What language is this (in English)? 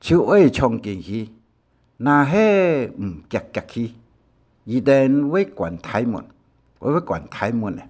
Hakka Chinese